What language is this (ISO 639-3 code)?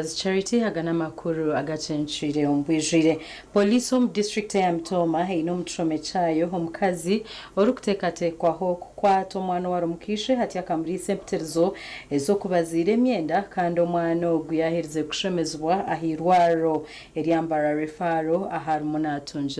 nyn